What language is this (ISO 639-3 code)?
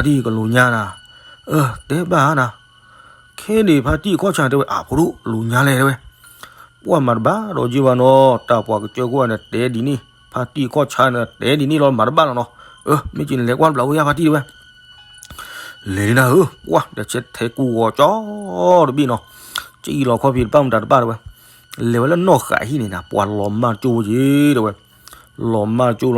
ksw